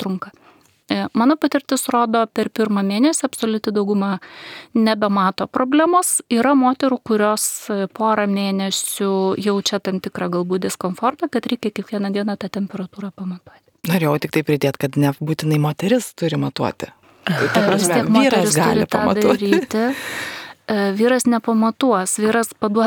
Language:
Lithuanian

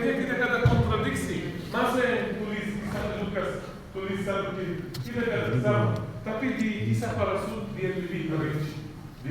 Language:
Tetum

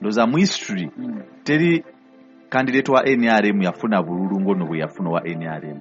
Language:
Ganda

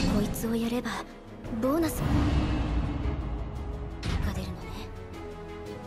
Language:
Japanese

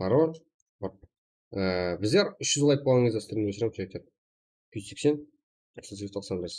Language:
Kara-Kalpak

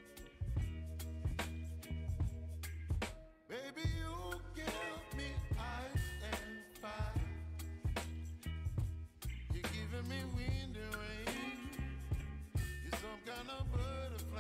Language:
English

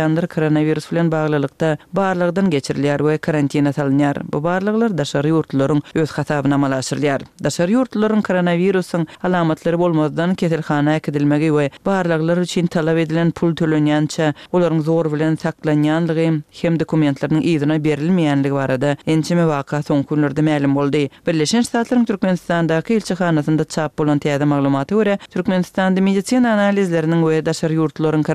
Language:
Turkmen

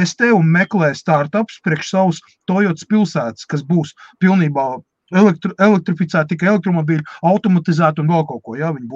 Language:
Latvian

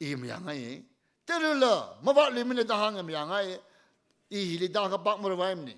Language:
Tangkhul Naga (India)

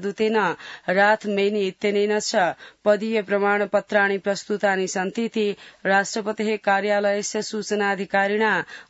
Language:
Sanskrit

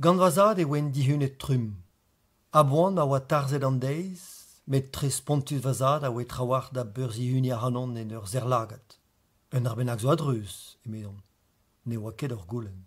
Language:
Breton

